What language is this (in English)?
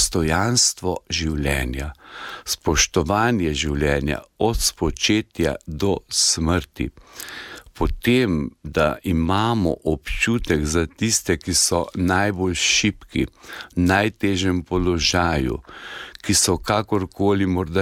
Slovenian